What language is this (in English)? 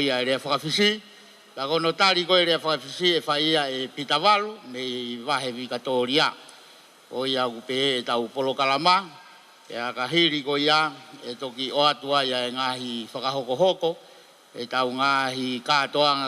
Tongan